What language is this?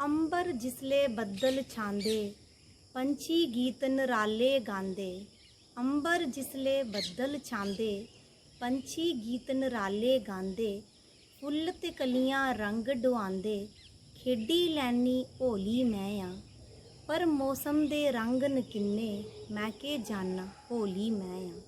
Dogri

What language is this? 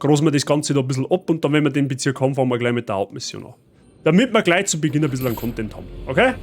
Bavarian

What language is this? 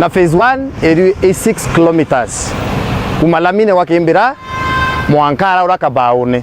Meru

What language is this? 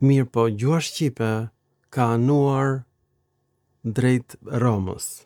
Albanian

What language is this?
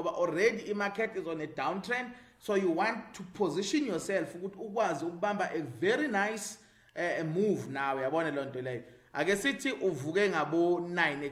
Zulu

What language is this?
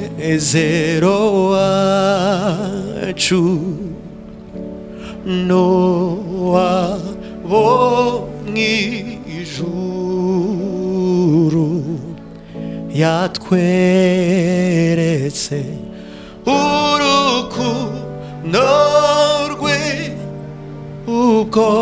Kinyarwanda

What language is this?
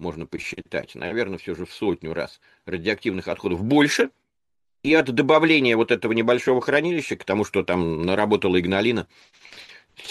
Russian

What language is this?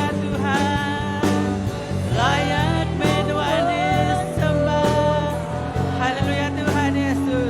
Iban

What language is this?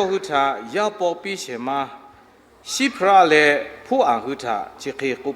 Lahu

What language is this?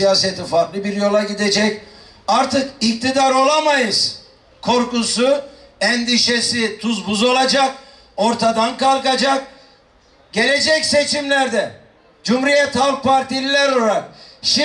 Turkish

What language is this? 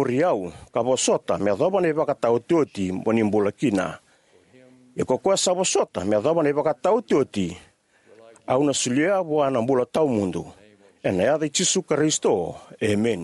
Fijian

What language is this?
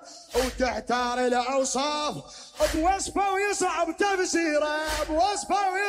Mesopotamian Arabic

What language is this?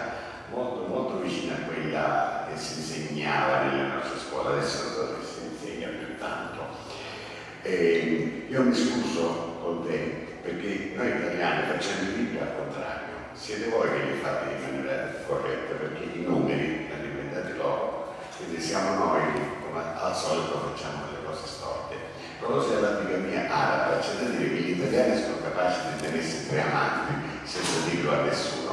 Italian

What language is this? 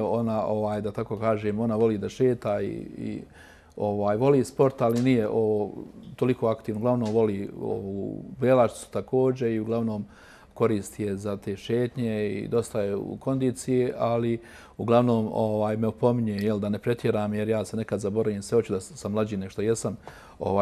Croatian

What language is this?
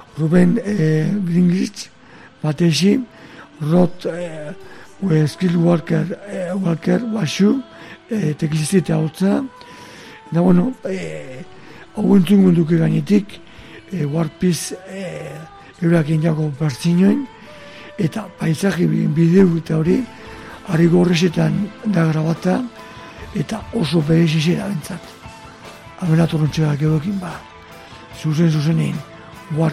Basque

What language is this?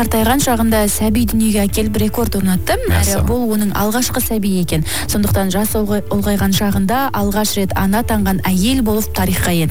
Kazakh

